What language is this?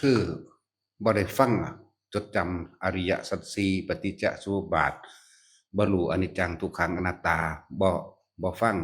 Northeastern Thai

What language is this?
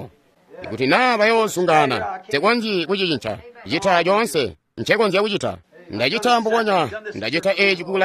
Tonga (Zambia)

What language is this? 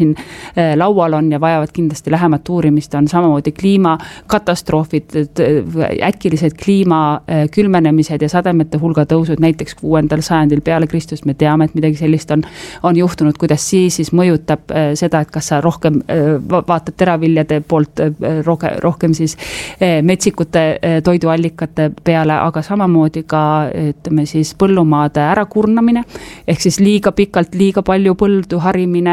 Estonian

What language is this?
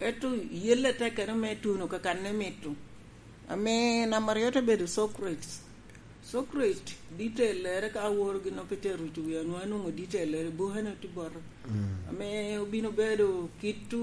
Lango (Uganda)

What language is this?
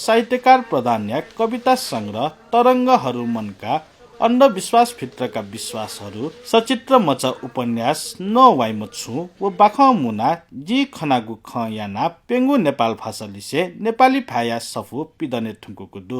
Newari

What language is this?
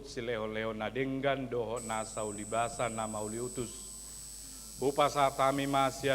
Batak Toba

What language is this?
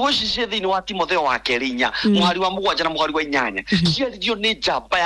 Kikuyu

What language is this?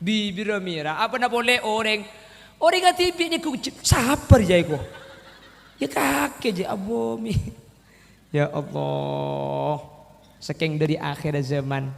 Madurese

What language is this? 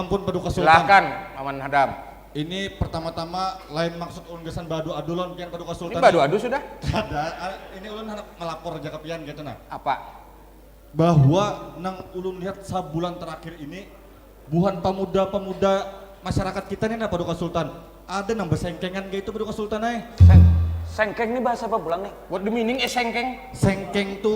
Banjar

